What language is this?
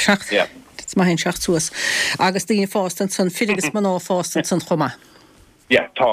Irish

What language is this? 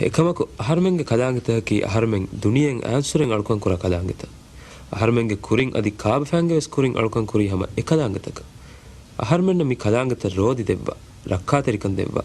Divehi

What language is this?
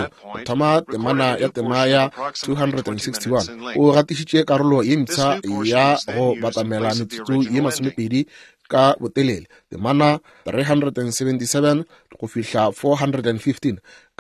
Northern Sotho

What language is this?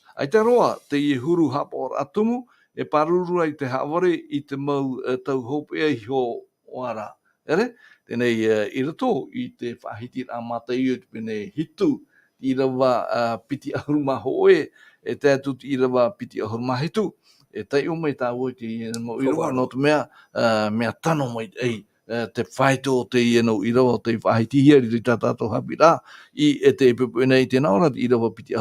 Tahitian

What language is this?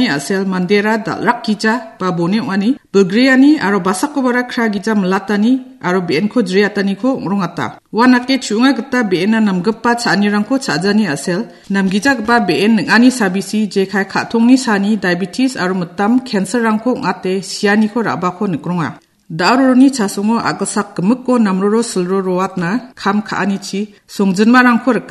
Garo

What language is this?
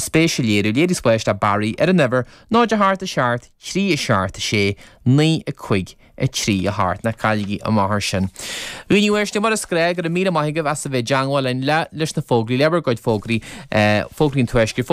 Irish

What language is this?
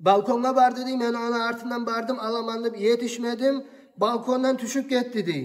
Kumyk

